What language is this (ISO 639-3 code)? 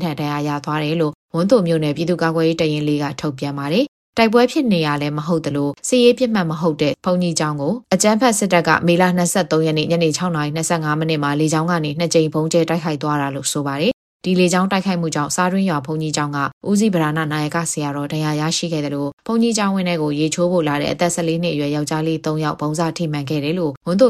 mya